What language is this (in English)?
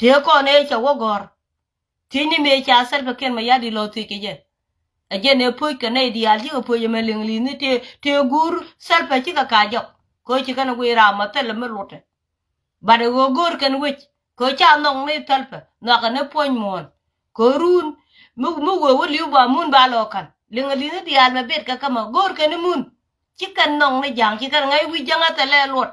Nuer